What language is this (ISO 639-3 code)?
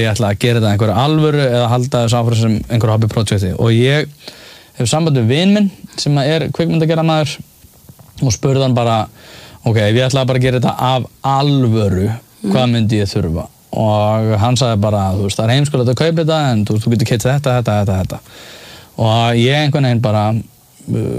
isl